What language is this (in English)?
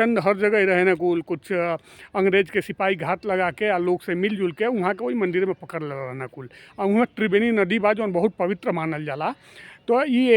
Bhojpuri